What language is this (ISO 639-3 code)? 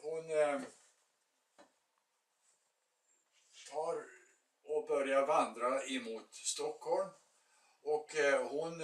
swe